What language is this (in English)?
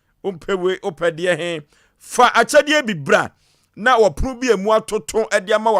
Akan